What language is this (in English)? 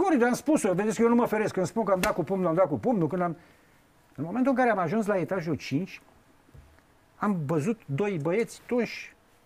Romanian